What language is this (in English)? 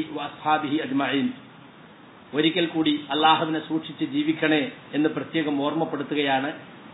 Malayalam